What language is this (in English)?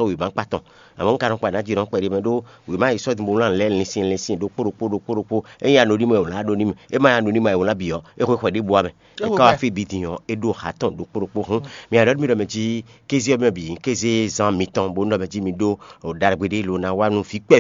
Fon